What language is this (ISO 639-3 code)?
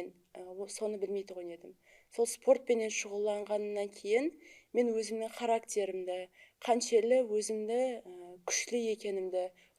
kaa